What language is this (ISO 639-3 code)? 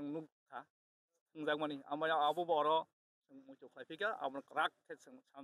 trp